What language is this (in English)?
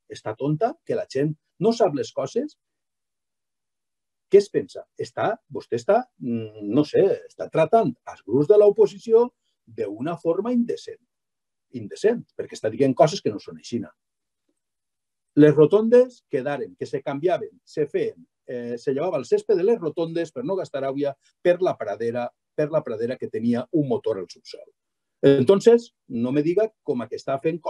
Catalan